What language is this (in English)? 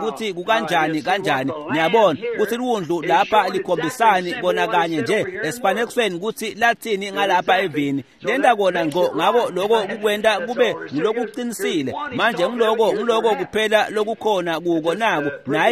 Swati